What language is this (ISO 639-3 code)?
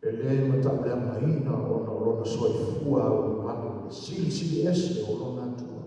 smo